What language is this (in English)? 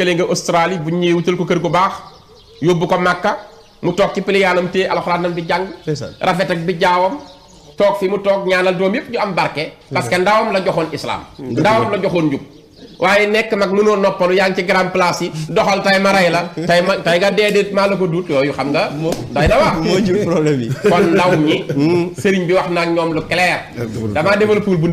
Wolof